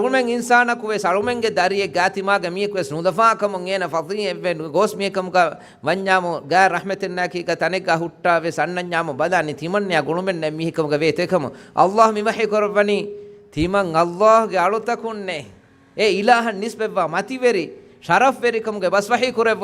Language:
Divehi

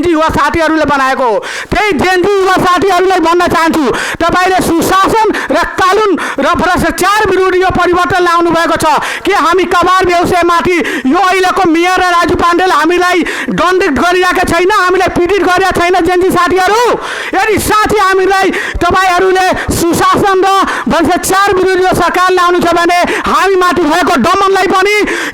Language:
Nepali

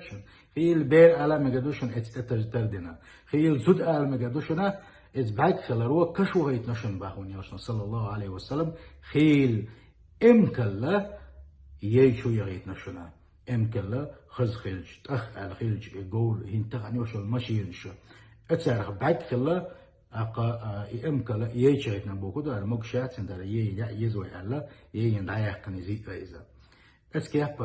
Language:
Chechen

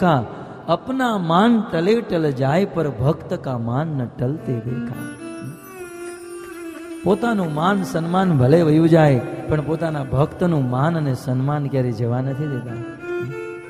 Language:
Gujarati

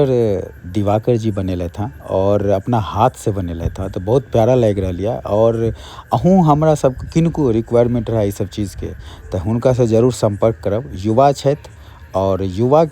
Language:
Maithili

